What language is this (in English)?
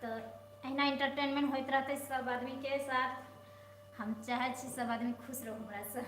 Maithili